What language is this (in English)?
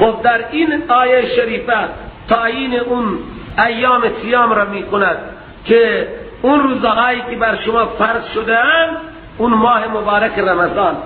Persian